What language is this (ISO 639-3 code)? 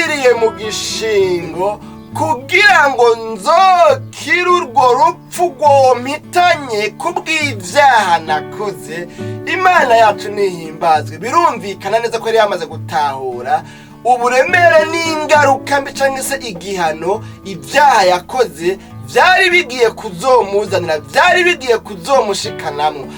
run